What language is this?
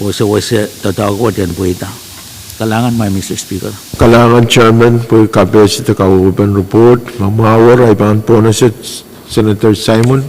Pohnpeian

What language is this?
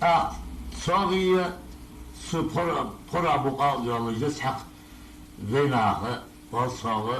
Ingush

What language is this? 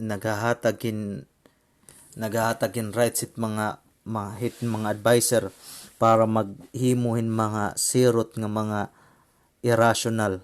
Waray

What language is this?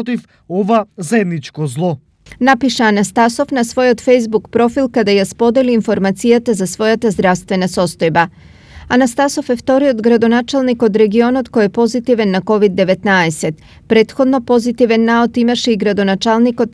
Macedonian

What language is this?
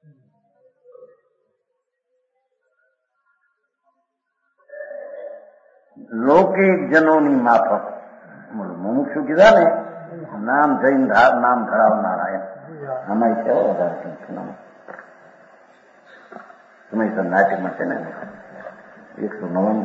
Gujarati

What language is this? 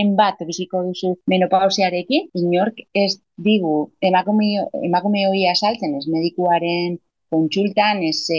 Basque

